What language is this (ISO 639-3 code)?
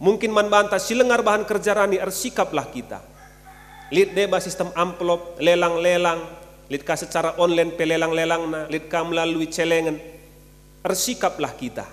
btx